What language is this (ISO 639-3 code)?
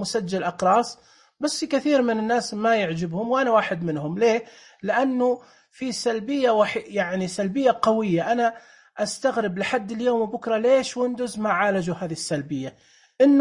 ars